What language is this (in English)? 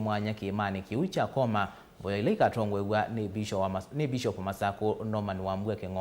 Kamba